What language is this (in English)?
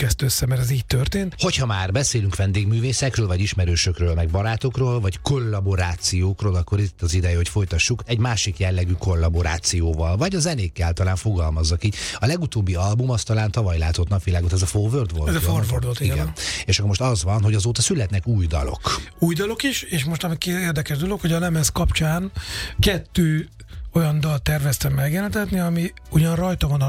Hungarian